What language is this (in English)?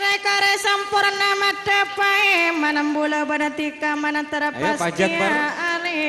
Madurese